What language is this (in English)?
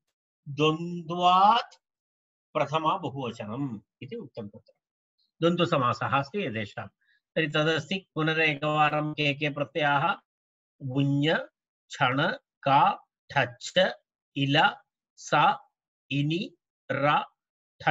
Sanskrit